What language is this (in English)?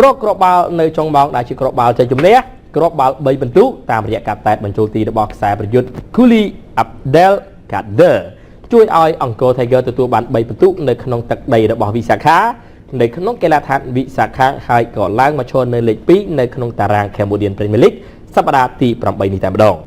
Khmer